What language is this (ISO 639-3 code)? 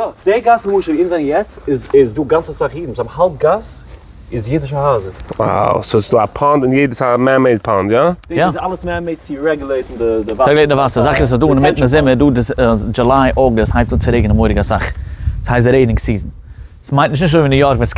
yid